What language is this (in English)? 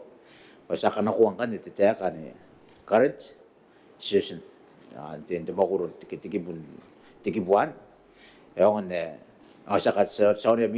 Gilbertese